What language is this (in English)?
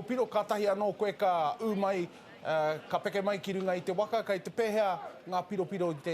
Māori